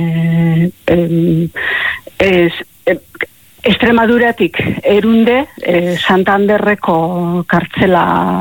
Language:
Basque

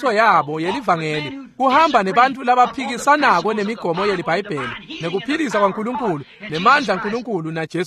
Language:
Swati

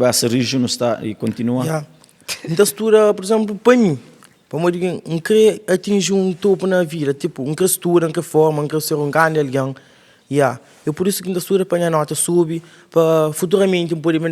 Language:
Kabuverdianu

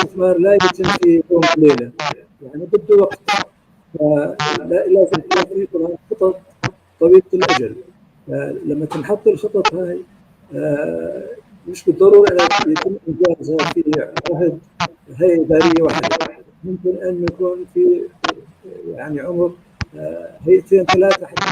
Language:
North Levantine Arabic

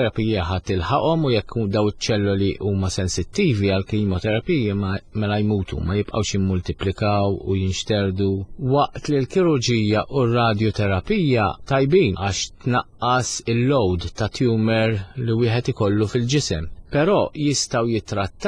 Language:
Maltese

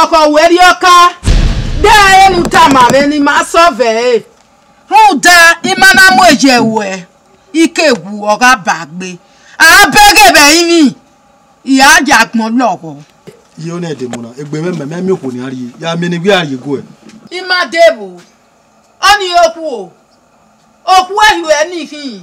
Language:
Bini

